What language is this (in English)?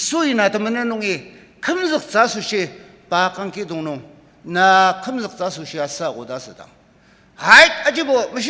Ao Naga